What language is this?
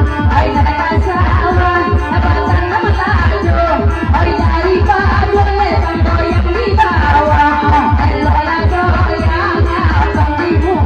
Minangkabau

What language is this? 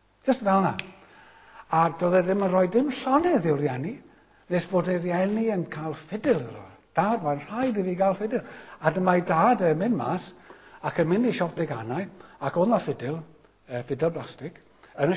Welsh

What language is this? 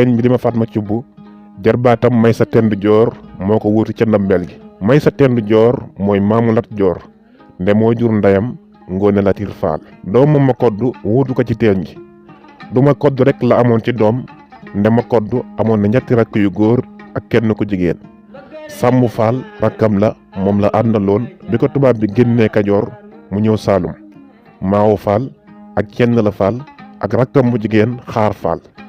Wolof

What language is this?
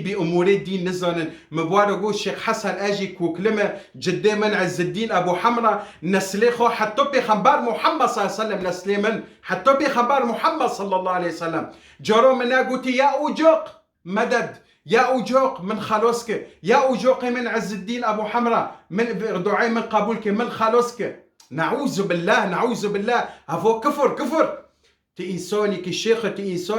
Kurdish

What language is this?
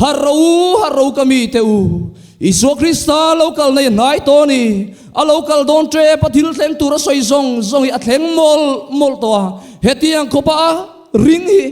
Mizo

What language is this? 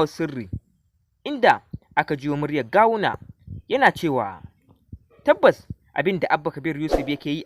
Hausa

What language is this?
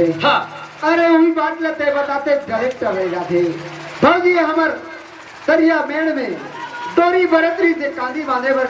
Chhattisgarhi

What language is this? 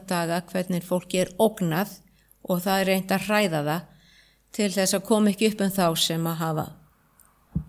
Icelandic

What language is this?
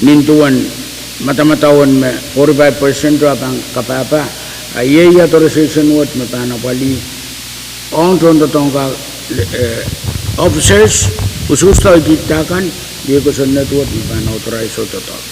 Pohnpeian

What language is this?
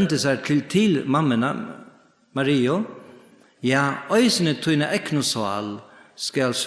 Faroese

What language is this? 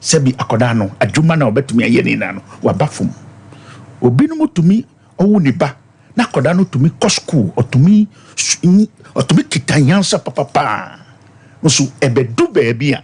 Akan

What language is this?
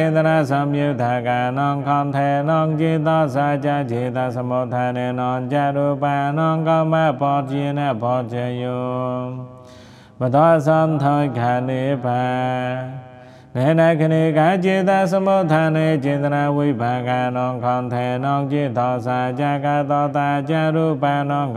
Pali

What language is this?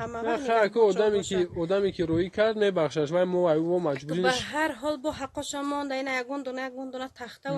Tajik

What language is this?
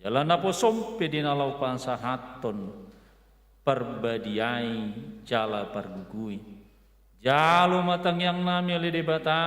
Batak Toba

